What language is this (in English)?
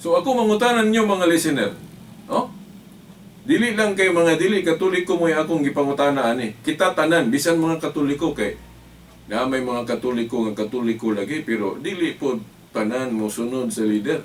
Cebuano